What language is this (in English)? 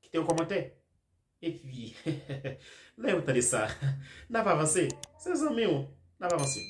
Haitian Creole